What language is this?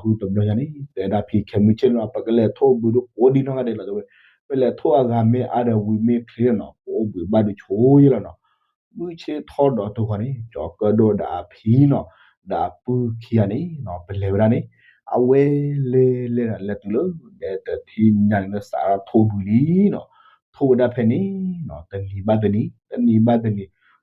S'gaw Karen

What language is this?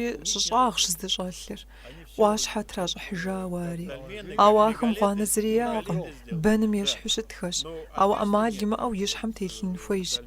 Kabardian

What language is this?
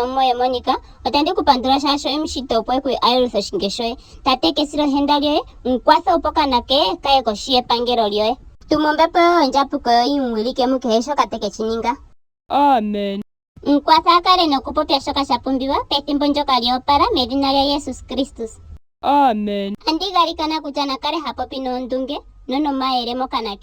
Ndonga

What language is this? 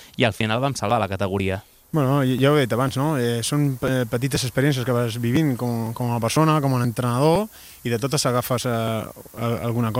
Catalan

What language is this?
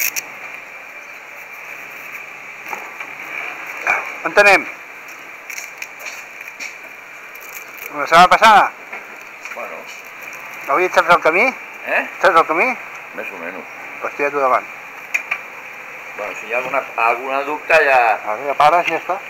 Catalan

